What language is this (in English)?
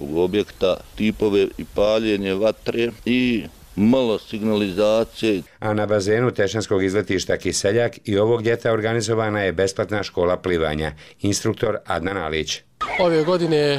Bosnian